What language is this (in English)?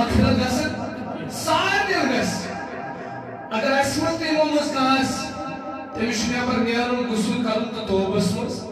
Kashmiri